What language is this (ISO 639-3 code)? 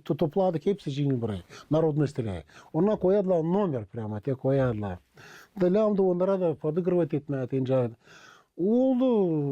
gag